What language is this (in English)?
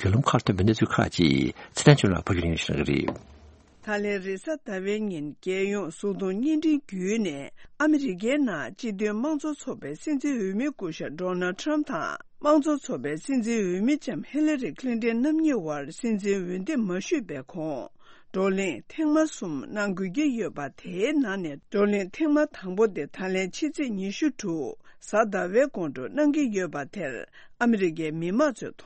Tibetan